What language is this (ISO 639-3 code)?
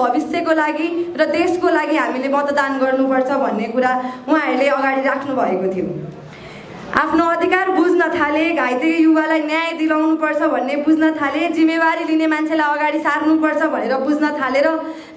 nep